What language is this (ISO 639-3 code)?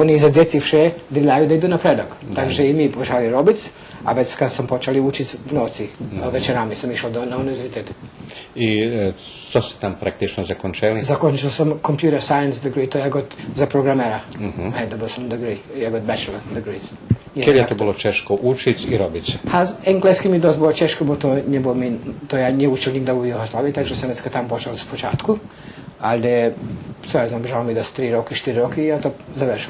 rue